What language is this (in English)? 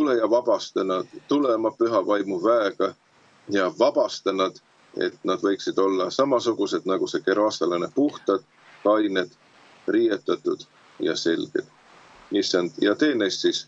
Estonian